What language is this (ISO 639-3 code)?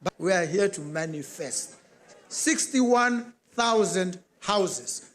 tsn